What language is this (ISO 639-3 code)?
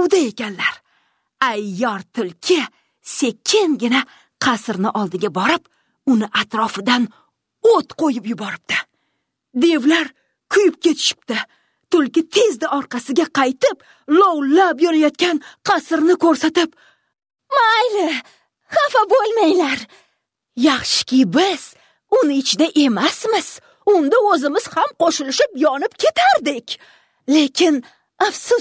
uzb